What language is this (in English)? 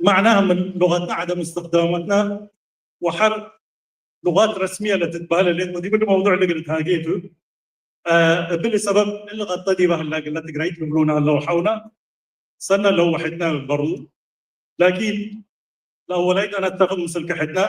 Tigre